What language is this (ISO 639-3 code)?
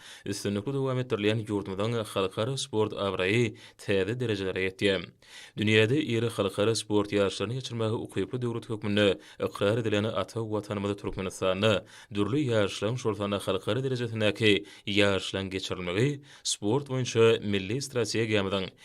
tuk